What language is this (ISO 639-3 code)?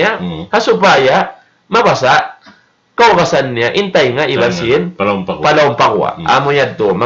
tsg